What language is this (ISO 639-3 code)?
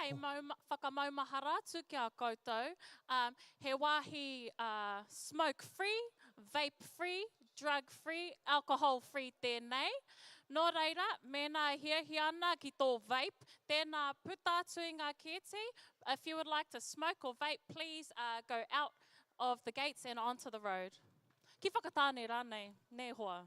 mri